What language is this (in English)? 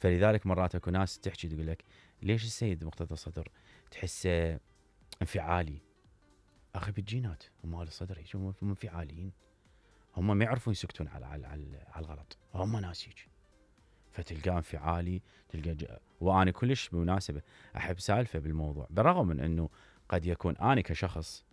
Mesopotamian Arabic